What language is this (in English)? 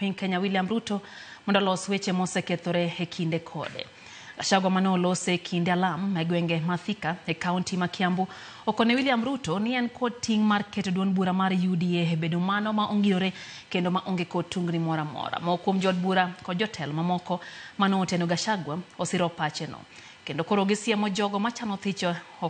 Luo (Kenya and Tanzania)